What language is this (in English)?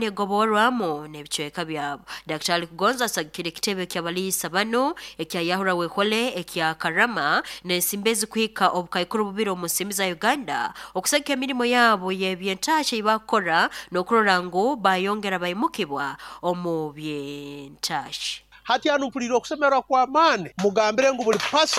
Nyoro